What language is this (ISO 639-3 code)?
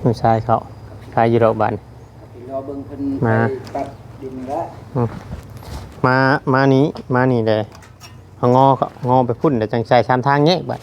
tts